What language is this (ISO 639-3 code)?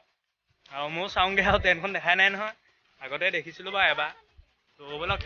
asm